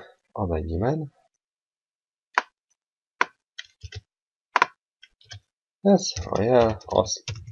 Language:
Hungarian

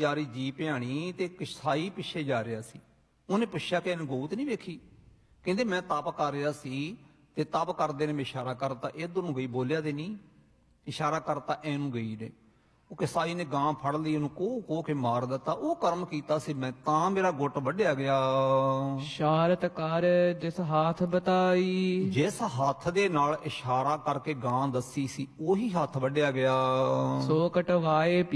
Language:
Punjabi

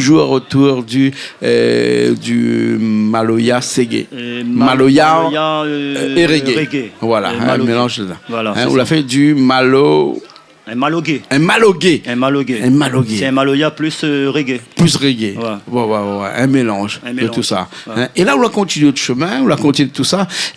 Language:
Réunion Creole French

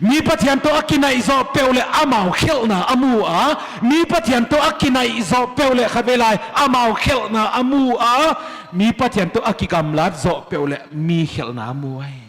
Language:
Paite Chin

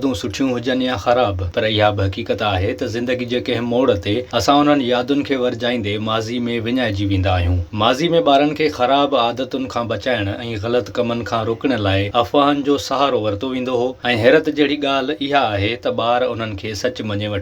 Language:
Sindhi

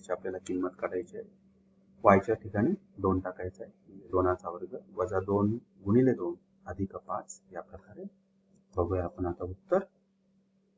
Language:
Marathi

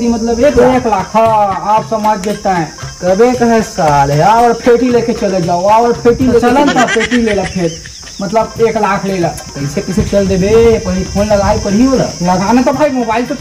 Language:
Chhattisgarhi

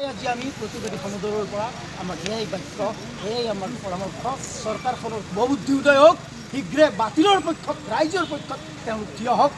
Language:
Assamese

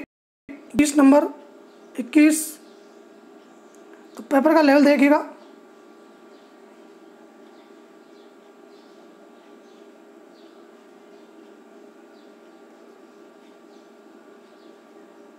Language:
Hindi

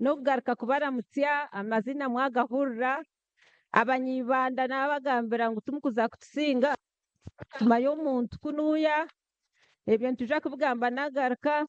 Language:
Nyankole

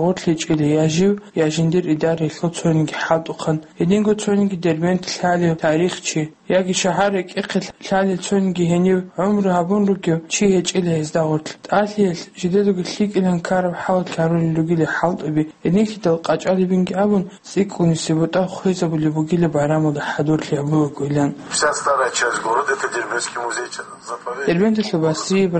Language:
Avaric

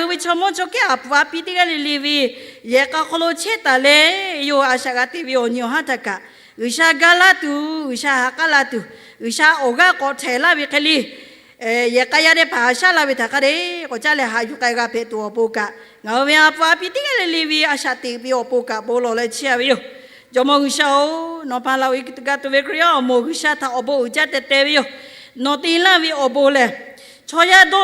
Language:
Lahu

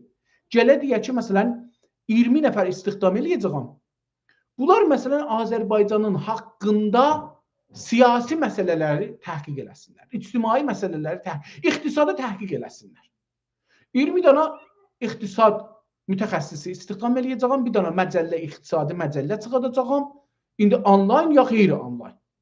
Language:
South Azerbaijani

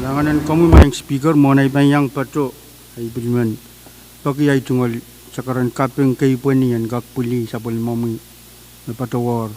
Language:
Pohnpeian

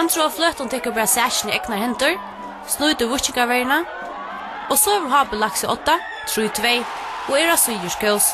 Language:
Faroese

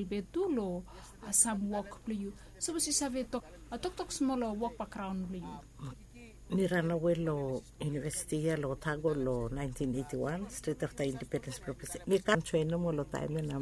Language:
Bislama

